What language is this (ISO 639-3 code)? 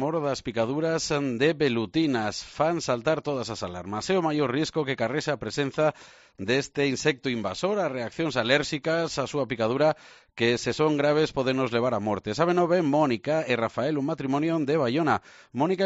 glg